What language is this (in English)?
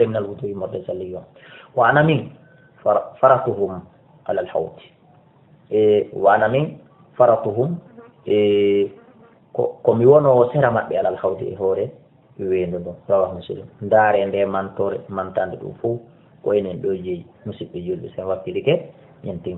Fula